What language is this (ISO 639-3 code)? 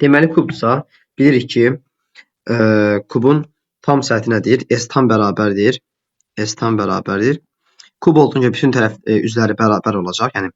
aze